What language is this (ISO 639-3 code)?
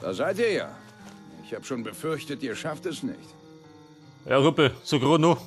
bar